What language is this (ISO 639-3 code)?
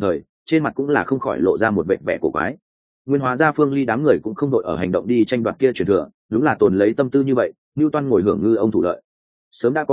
vie